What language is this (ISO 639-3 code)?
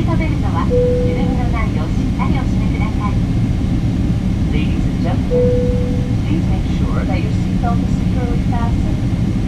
jpn